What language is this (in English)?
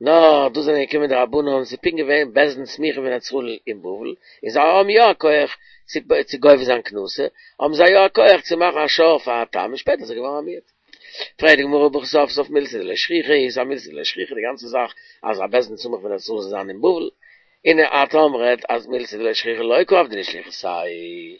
Yiddish